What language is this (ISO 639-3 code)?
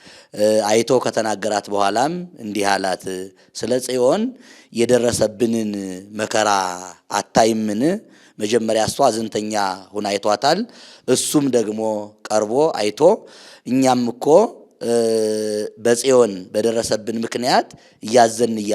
amh